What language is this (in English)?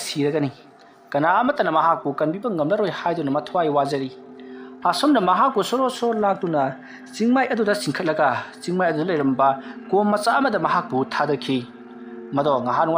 Manipuri